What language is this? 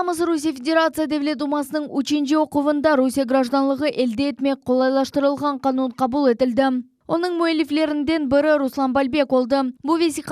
Crimean Tatar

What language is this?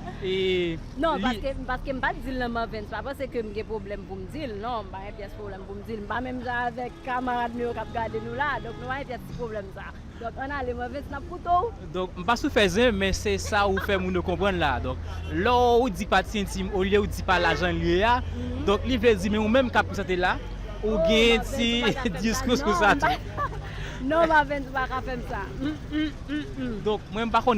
Haitian Creole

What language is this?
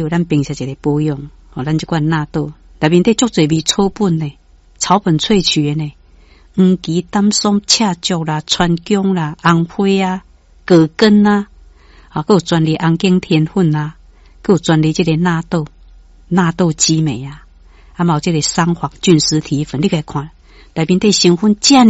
Min Nan Chinese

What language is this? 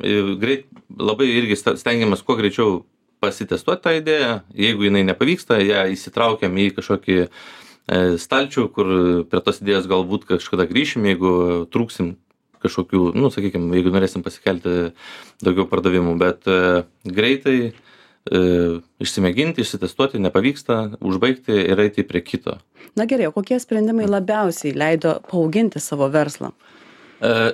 Lithuanian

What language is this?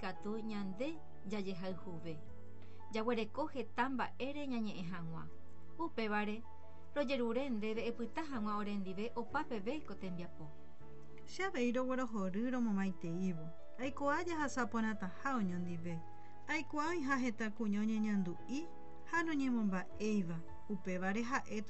Guarani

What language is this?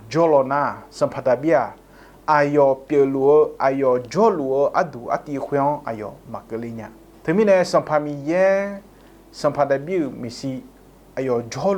Akha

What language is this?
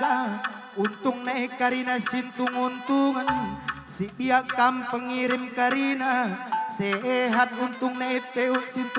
Batak Karo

